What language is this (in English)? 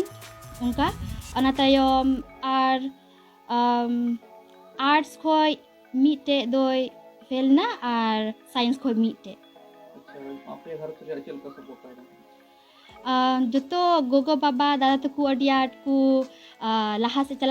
Santali